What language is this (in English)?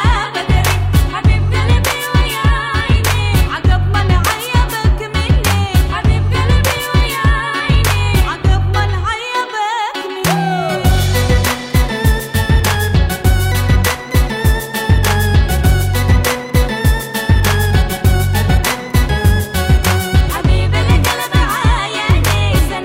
Hebrew